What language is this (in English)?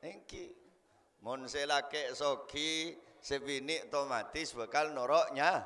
Madurese